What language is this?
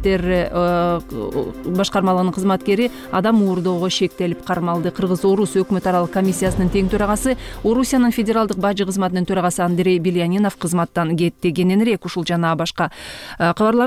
Kyrgyz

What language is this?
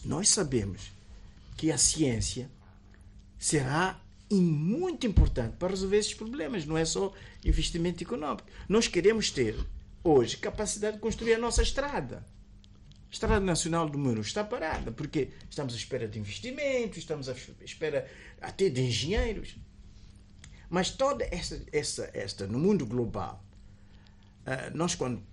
Portuguese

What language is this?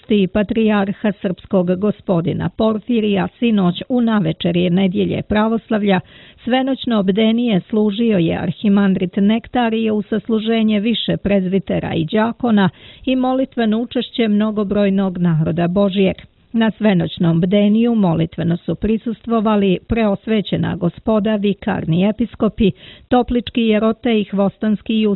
Serbian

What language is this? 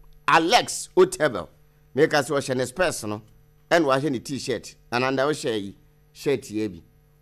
Akan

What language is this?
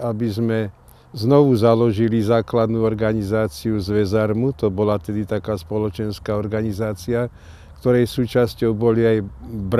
Slovak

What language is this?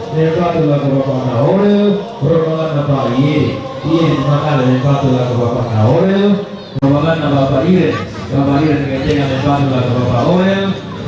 Toraja-Sa'dan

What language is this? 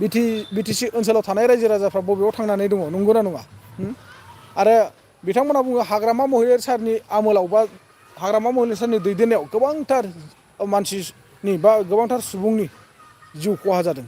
Bodo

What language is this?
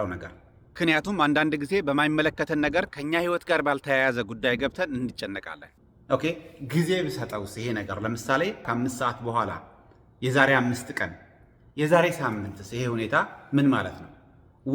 Amharic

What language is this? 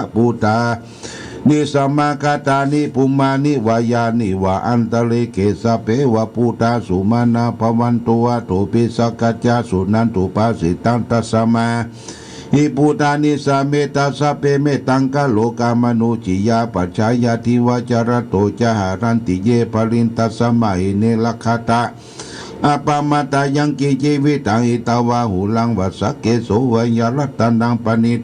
Pali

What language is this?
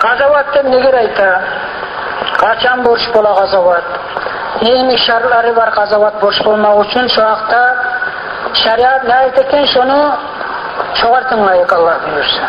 Kumyk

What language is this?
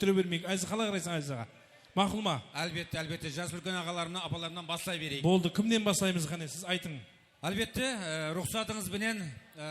Kara-Kalpak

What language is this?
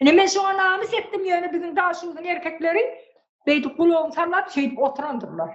Turkmen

